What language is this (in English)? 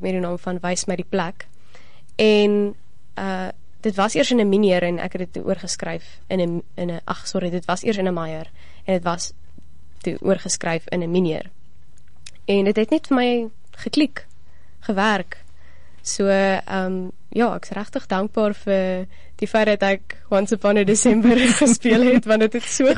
Afrikaans